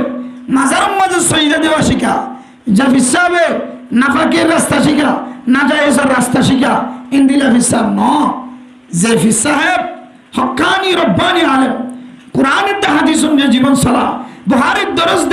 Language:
Rohingya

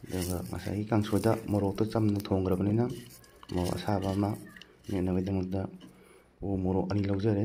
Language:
Manipuri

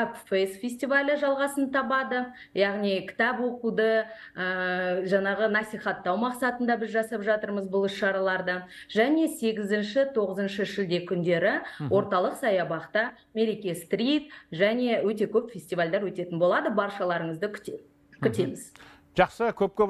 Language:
Kazakh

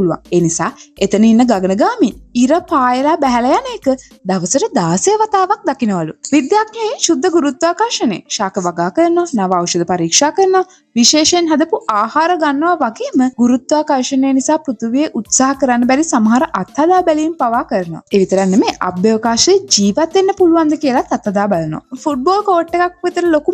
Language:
Sinhala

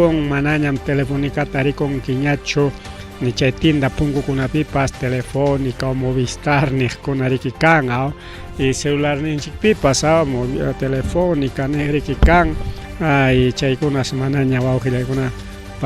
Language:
Ayacucho Quechua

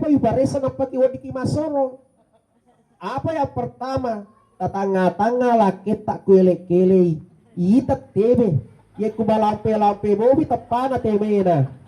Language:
Buginese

